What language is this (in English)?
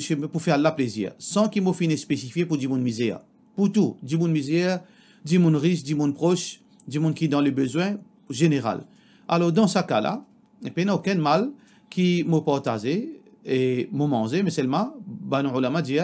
Morisyen